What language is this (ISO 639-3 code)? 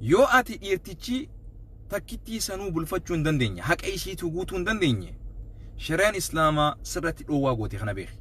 orm